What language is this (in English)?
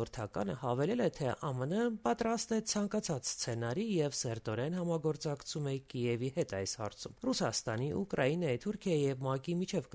Armenian